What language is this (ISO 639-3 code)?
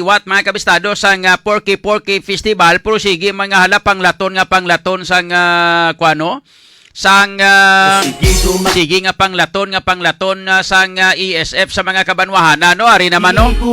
hil